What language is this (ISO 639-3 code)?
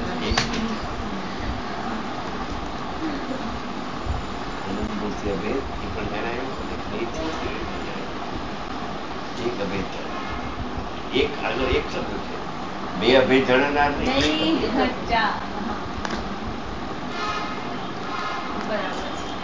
guj